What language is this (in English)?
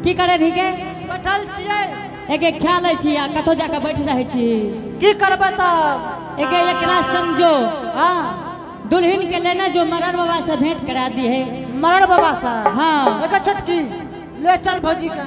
Angika